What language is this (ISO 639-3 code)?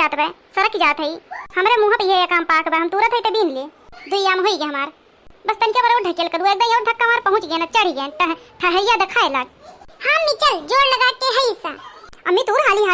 awa